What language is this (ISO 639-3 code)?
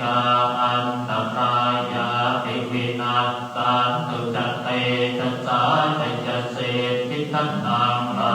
pli